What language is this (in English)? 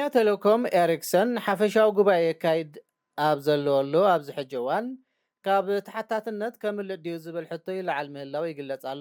Tigrinya